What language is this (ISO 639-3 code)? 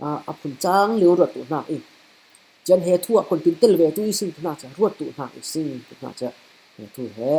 cfm